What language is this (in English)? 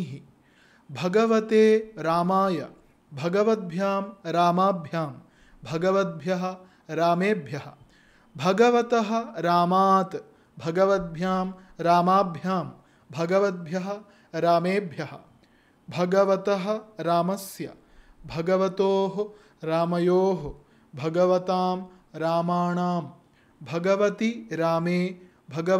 Sanskrit